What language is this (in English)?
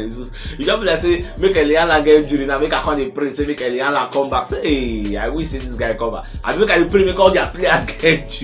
Nigerian Pidgin